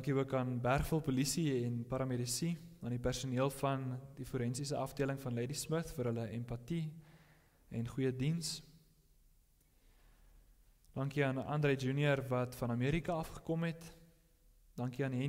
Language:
Afrikaans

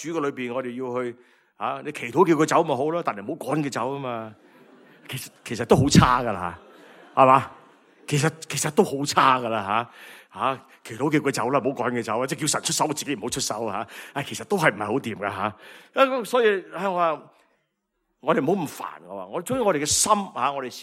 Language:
Cantonese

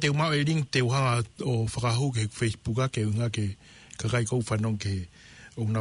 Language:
Tongan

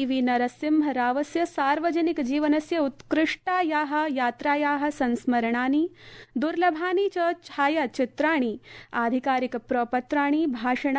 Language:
Sanskrit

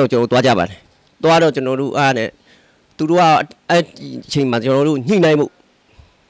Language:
Burmese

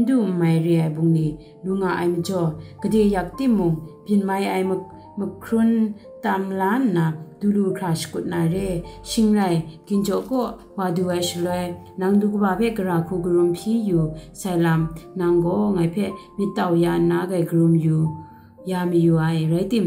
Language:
Kachin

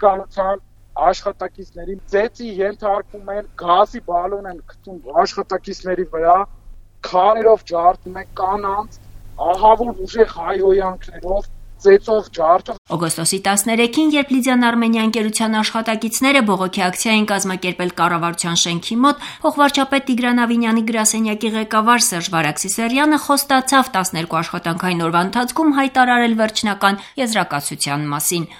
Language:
Armenian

